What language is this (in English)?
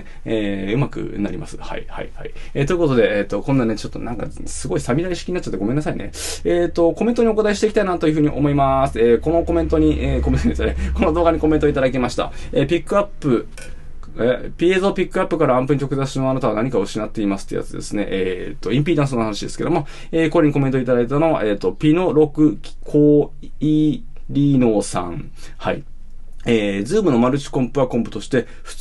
Japanese